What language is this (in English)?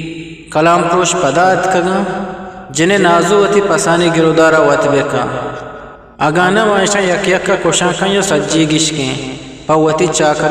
Eastern Balochi